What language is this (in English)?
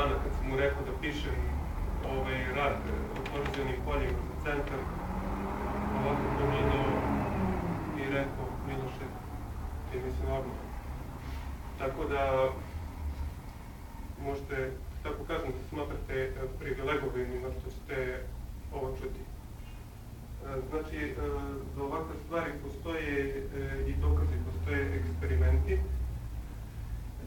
Serbian